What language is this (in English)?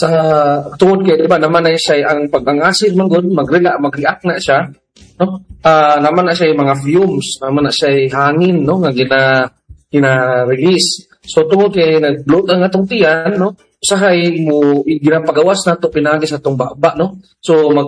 Cebuano